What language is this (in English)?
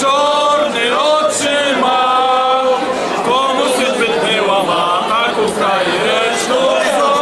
Rusyn